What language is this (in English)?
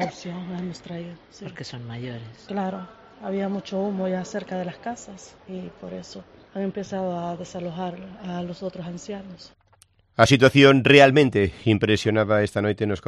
Galician